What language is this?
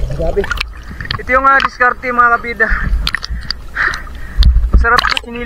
Filipino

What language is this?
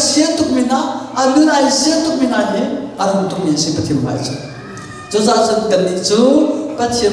Hakha Chin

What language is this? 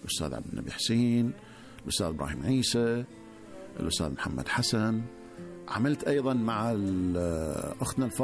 Gulf Arabic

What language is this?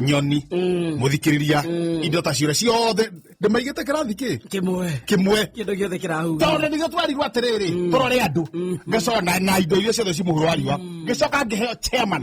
Kikuyu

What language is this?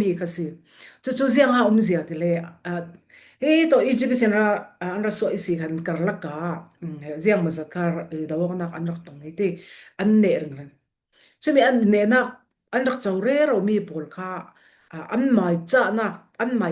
Falam Chin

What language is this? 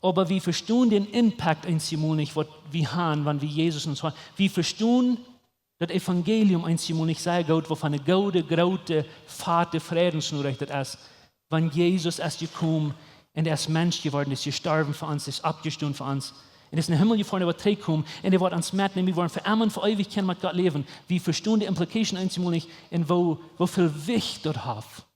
Plautdietsch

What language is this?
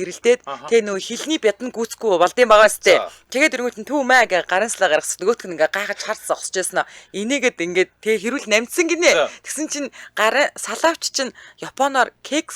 Mongolian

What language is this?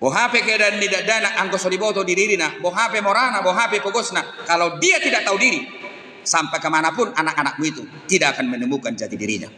Batak Toba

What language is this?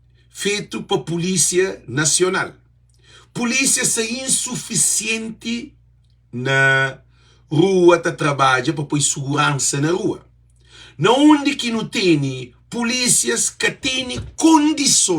Kabuverdianu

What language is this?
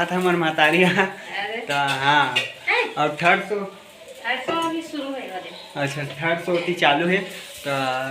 Chhattisgarhi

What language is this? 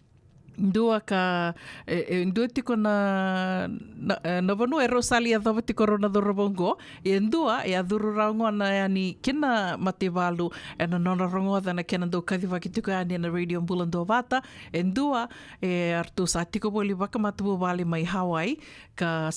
Fijian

